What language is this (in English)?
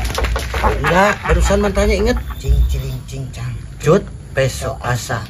Sundanese